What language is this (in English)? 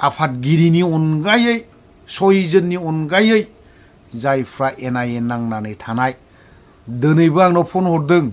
Bodo